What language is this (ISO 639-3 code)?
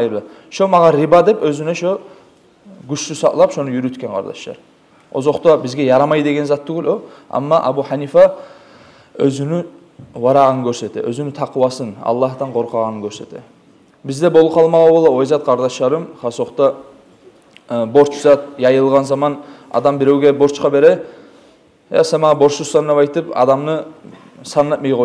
kum